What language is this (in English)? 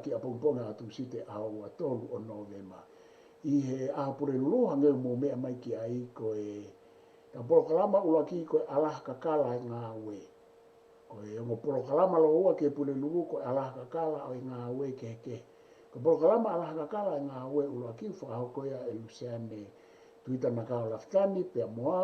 Tongan